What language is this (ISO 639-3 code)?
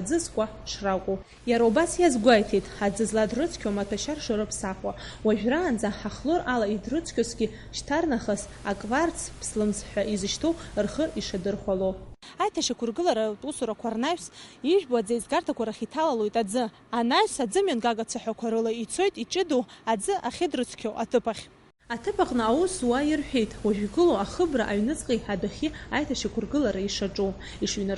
abk